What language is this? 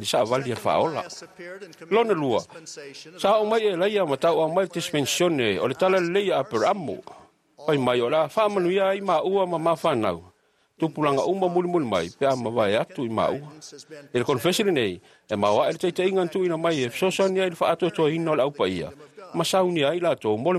Samoan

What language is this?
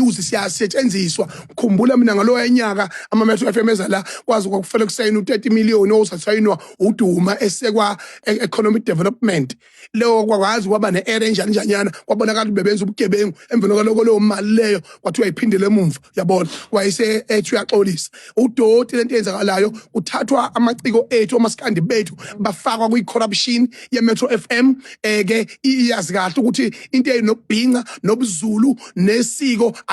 Zulu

